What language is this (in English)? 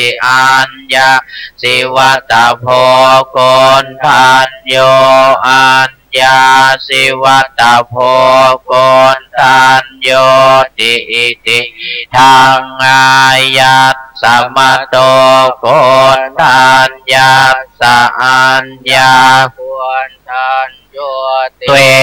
Pali